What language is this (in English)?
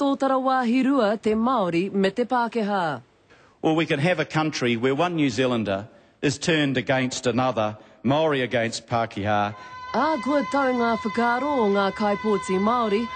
Māori